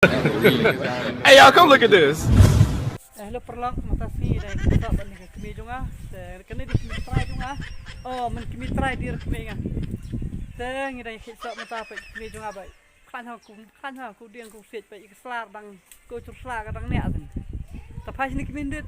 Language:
Khasi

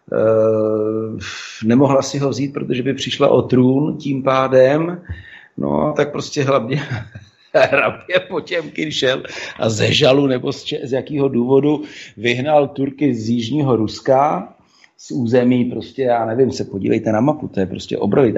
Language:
Czech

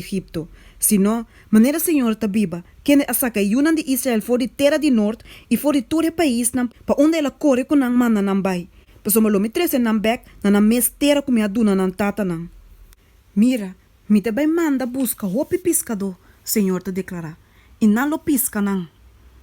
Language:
Papiamento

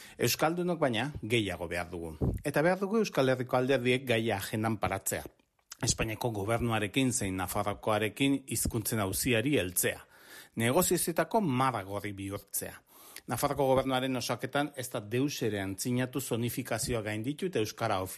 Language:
Basque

